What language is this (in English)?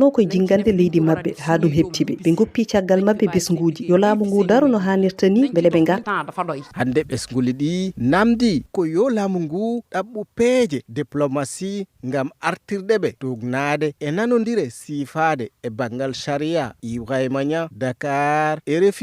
Fula